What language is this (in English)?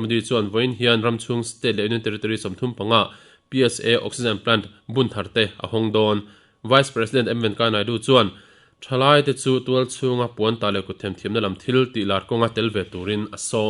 Mizo